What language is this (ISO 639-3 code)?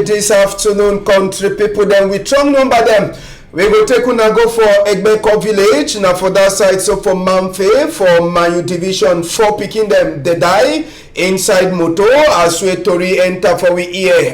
wes